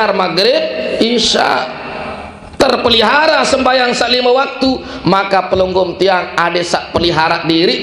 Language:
Sasak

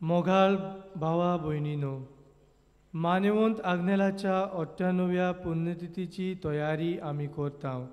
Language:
Konkani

